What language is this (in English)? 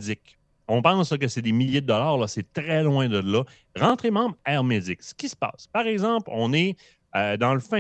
French